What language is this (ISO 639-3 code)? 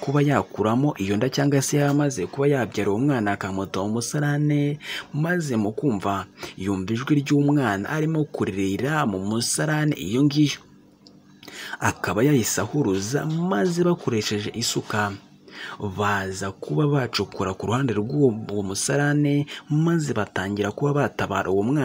kin